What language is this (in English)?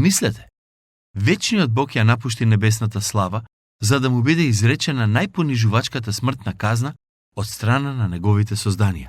Macedonian